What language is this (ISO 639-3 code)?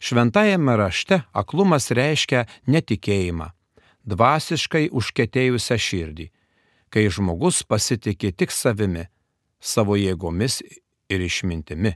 lit